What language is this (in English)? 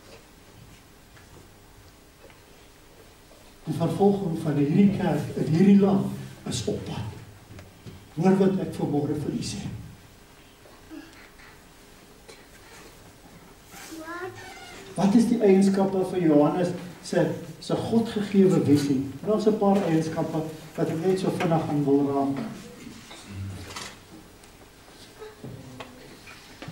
Afrikaans